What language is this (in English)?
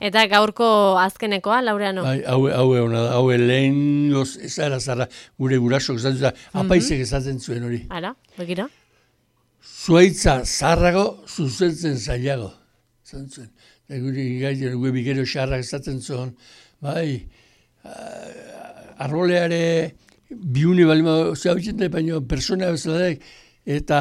Basque